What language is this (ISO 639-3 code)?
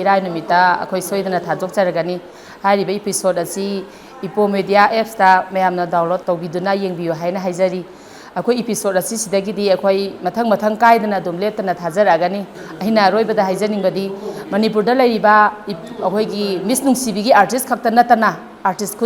mni